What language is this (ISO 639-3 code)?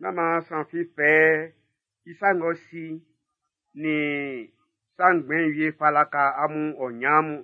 bci